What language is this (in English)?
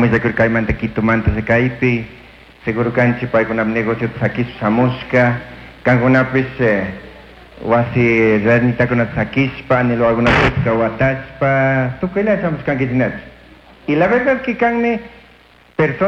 Chimborazo Highland Quichua